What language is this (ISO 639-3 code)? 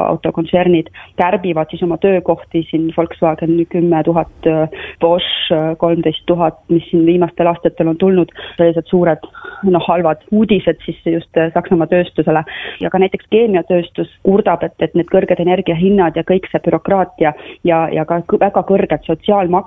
est